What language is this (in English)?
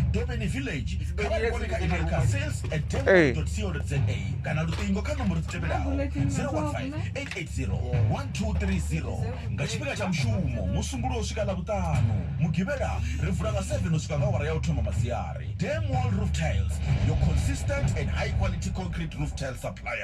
Venda